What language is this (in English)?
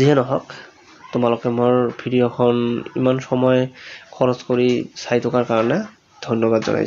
Assamese